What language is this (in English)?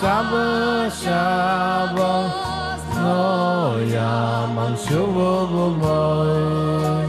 Yiddish